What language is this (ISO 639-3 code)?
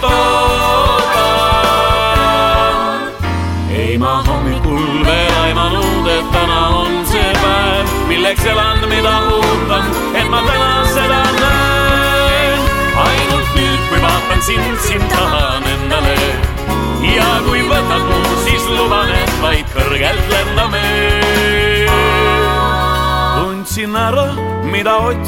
est